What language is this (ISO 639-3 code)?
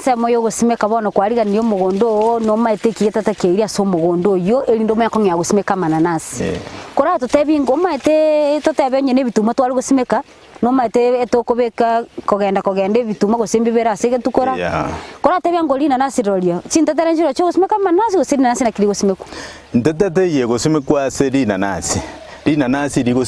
guz